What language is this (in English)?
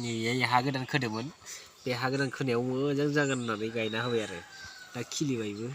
Bodo